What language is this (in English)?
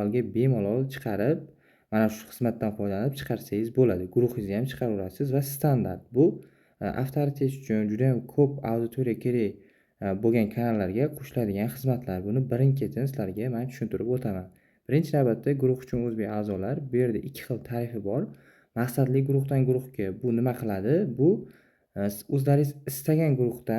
Uzbek